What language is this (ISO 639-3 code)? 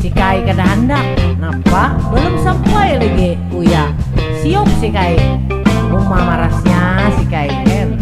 bjn